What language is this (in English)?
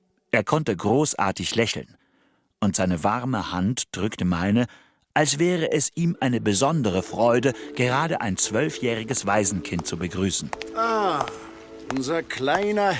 Swiss German